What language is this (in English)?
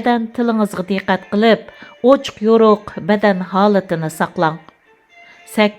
Uyghur